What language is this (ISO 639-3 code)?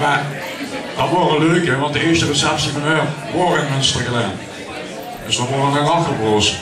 lim